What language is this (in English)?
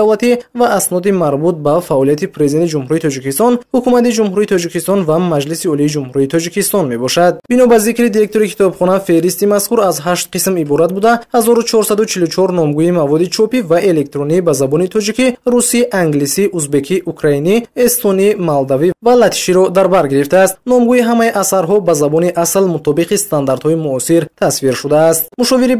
Tajik